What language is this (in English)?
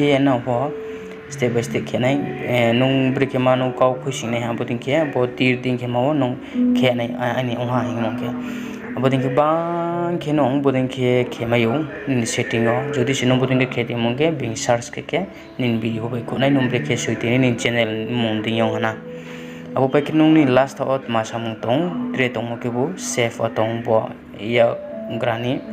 Riang (India)